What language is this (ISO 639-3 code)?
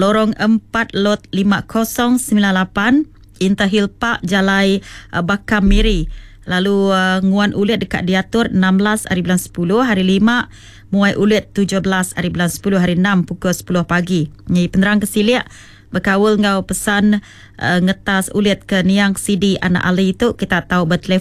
iba